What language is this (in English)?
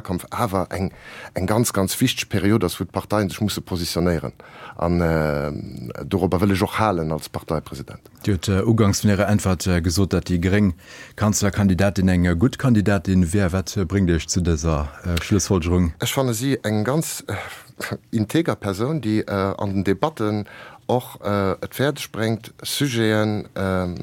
Luxembourgish